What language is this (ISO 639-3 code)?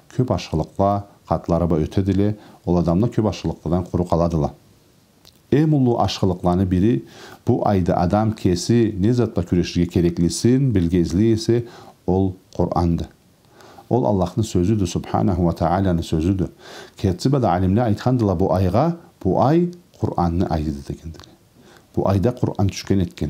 krc